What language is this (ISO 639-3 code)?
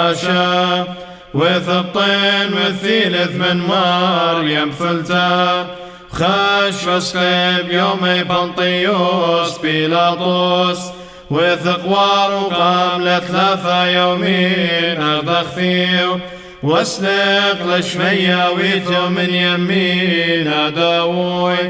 syc